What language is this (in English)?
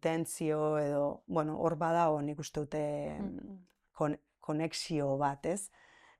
Basque